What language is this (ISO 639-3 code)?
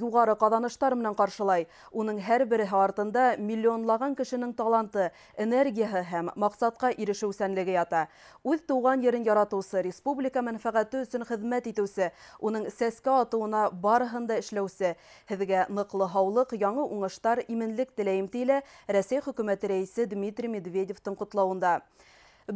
bak